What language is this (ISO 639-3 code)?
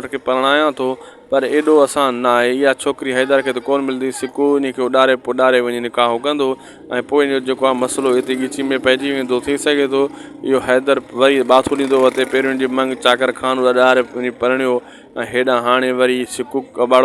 snd